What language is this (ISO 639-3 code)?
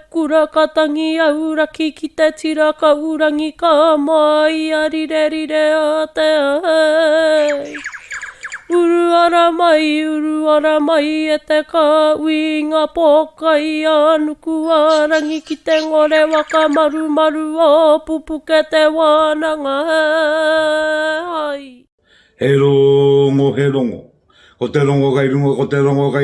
mri